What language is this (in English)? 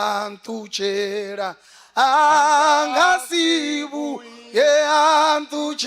Venda